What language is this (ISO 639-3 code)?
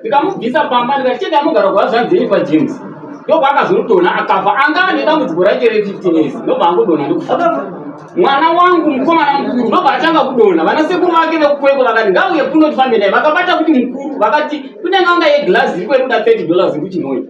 sna